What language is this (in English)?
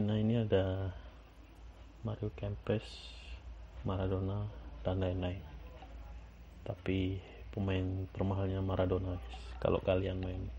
Indonesian